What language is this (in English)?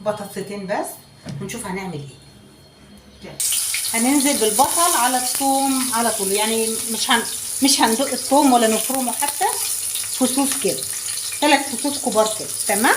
Egyptian Arabic